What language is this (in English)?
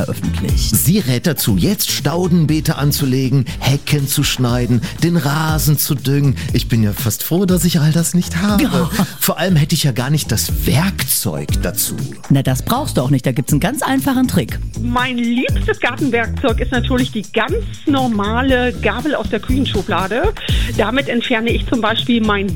German